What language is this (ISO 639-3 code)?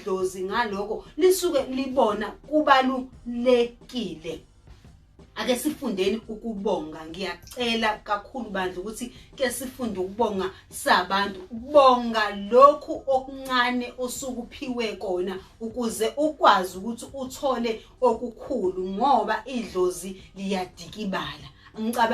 zul